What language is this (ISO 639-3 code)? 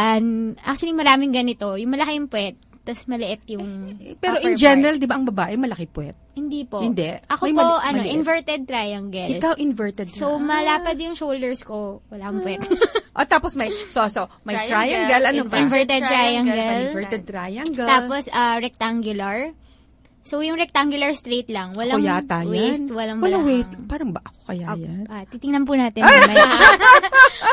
fil